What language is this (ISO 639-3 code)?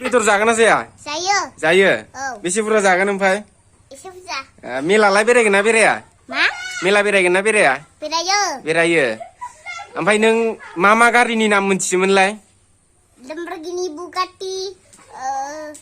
brx